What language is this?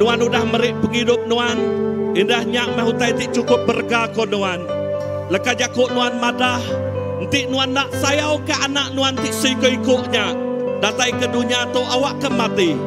Iban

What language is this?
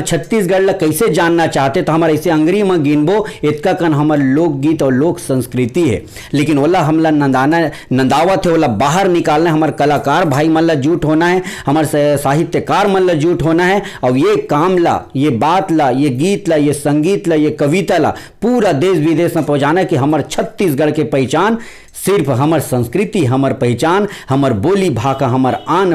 Chhattisgarhi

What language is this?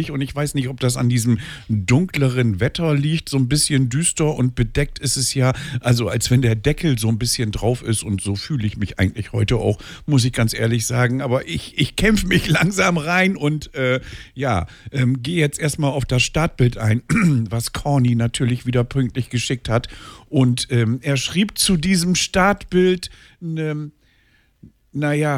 German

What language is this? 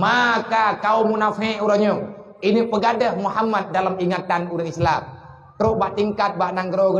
Achinese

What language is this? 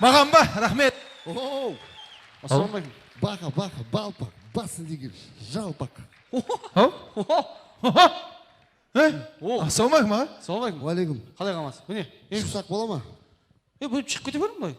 Kara-Kalpak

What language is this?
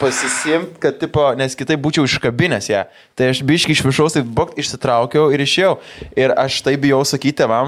Lithuanian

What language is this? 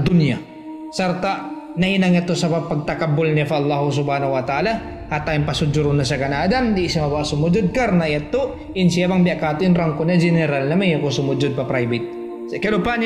Tausug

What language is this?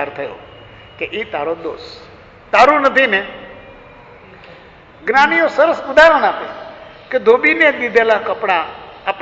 Gujarati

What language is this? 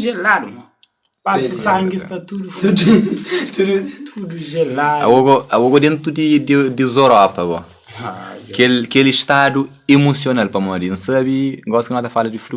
Kabuverdianu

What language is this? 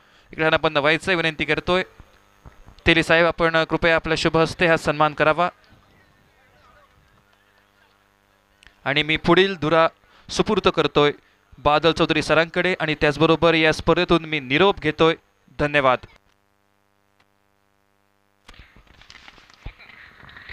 Marathi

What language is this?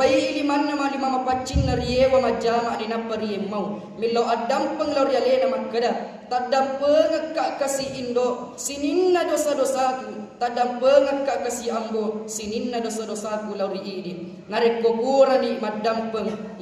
Buginese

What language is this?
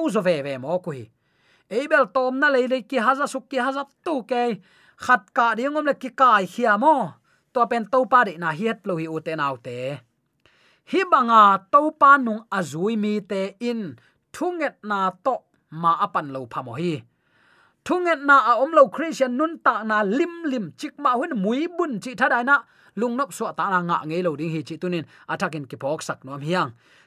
Tedim Chin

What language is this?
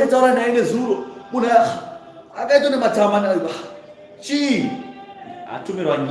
Shona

